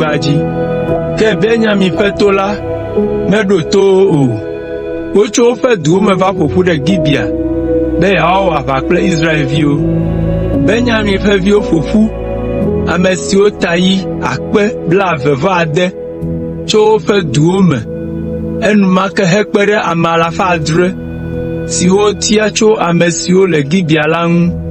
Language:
Ewe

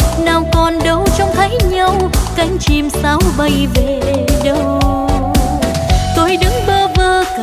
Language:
Vietnamese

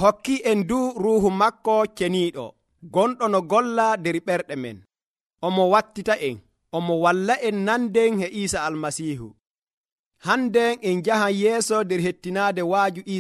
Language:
Nigerian Fulfulde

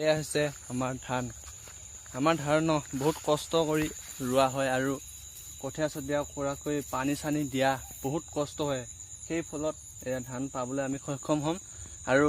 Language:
Assamese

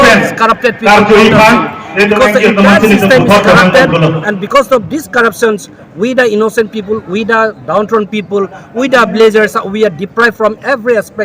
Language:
Karbi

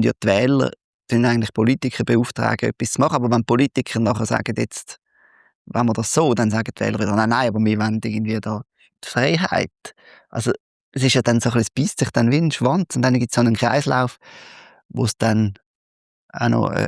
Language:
Swiss German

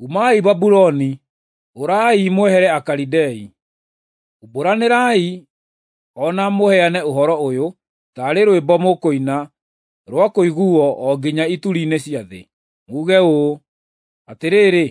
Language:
Kikuyu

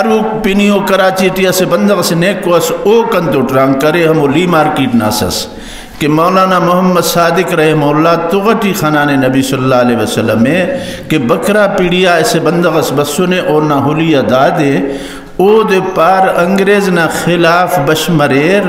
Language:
Brahui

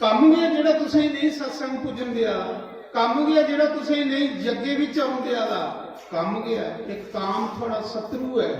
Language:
Dogri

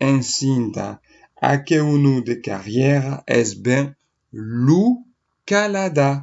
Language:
Occitan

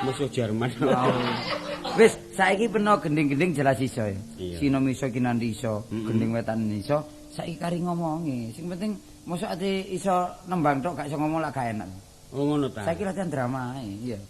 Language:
Javanese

